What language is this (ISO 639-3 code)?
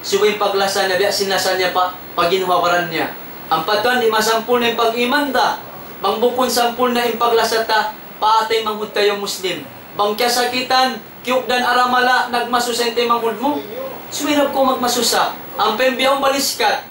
tsg